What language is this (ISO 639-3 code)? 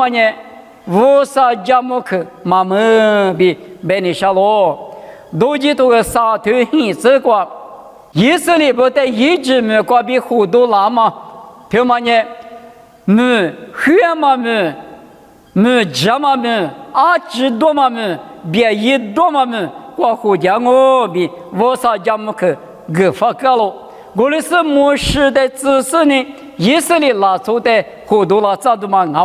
lis